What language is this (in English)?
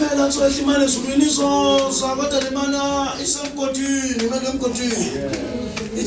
Zulu